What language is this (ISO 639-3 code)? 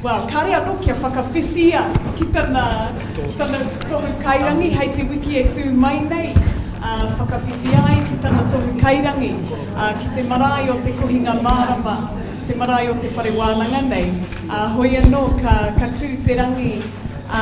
mri